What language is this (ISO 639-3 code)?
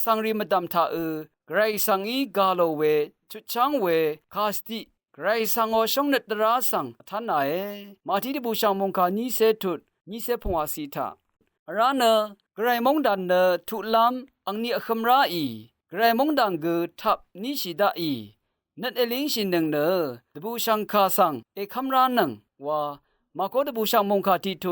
raw